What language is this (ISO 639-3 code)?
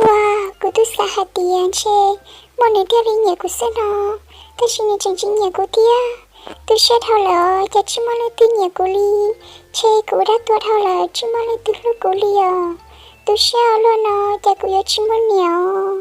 hmn